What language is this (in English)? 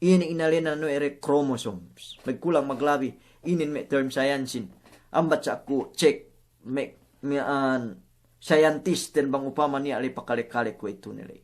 Yakan